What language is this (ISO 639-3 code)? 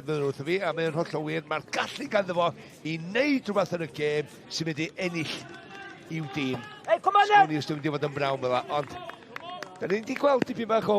cym